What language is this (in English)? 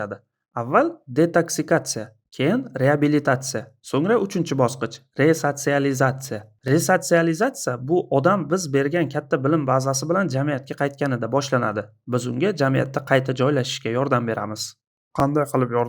Uzbek